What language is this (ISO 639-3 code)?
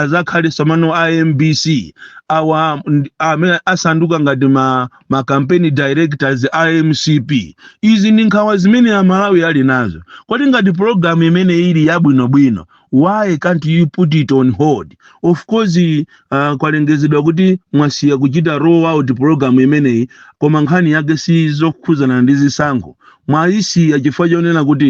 nya